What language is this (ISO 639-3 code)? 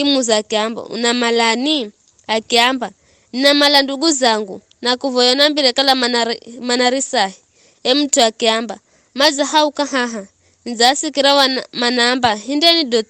nyf